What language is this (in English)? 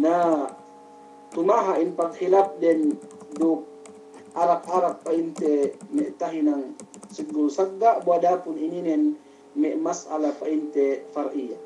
Yakan